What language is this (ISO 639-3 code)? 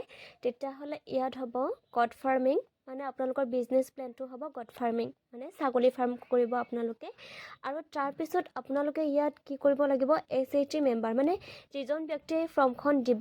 asm